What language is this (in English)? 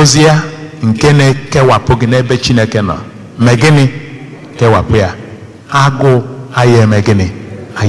Igbo